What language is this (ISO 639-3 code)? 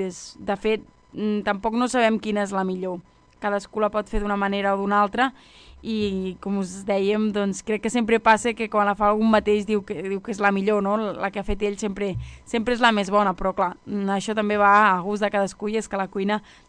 cat